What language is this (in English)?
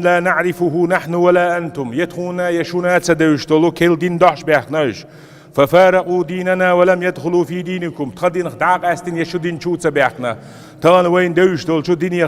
Chechen